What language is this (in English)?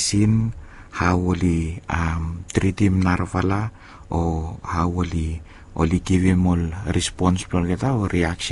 Bislama